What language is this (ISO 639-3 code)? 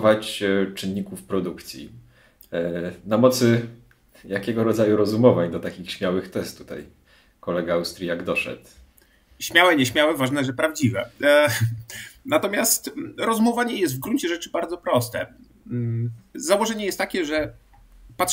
pol